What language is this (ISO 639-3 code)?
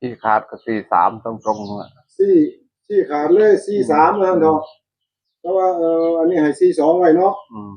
tts